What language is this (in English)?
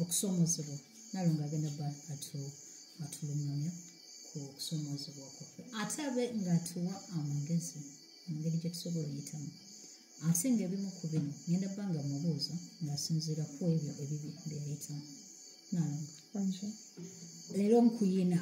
Ganda